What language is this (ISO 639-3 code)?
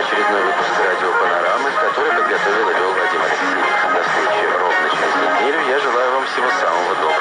rus